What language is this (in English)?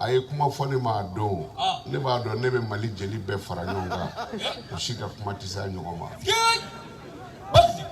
Bambara